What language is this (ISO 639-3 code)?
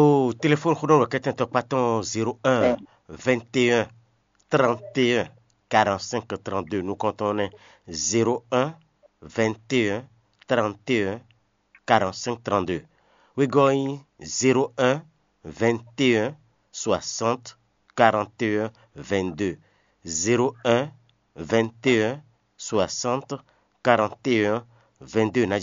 fon